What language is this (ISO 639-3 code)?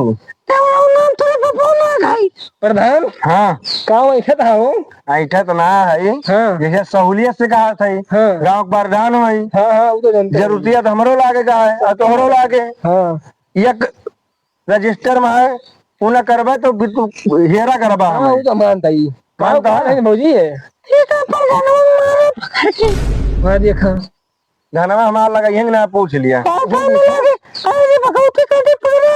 awa